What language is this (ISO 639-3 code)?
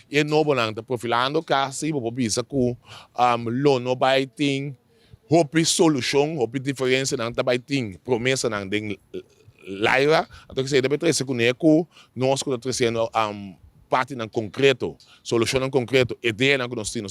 pap